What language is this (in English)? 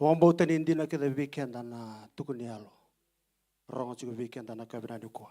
Fijian